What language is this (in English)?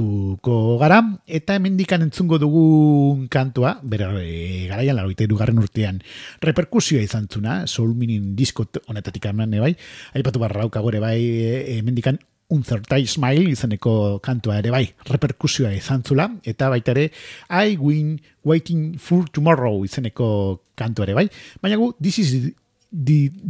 Basque